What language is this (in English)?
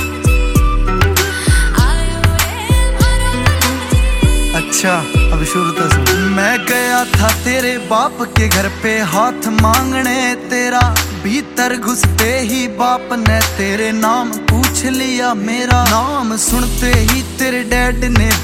Hindi